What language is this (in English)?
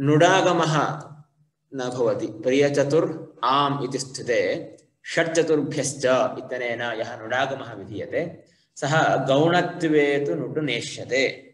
Sanskrit